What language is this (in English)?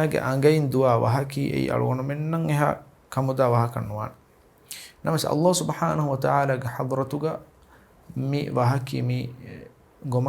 Divehi